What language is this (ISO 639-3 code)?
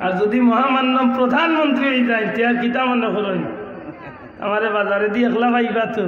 syl